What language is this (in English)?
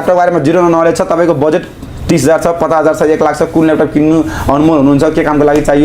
Nepali